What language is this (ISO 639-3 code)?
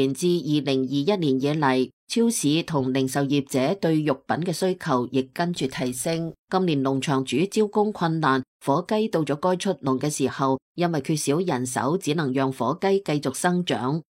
yue